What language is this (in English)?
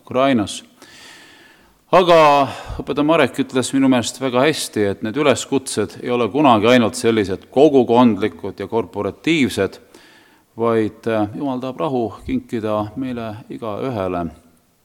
Estonian